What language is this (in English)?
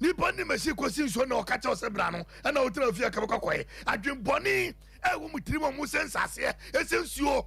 Akan